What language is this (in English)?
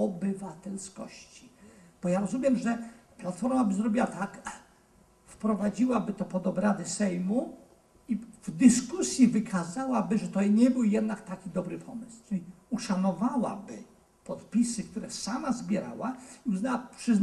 Polish